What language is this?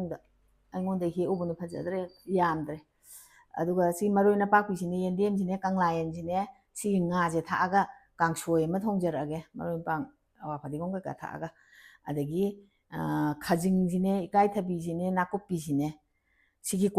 Manipuri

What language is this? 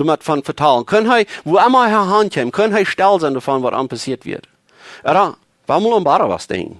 Plautdietsch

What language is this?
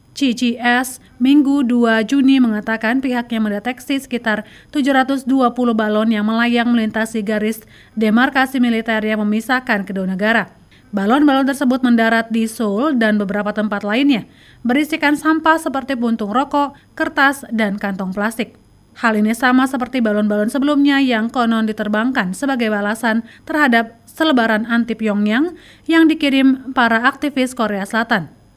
Indonesian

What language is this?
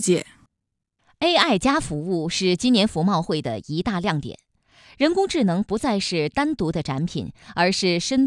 Chinese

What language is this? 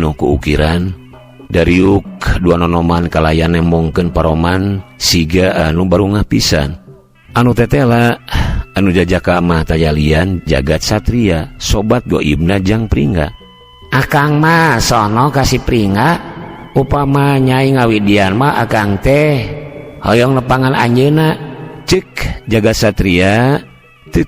Sundanese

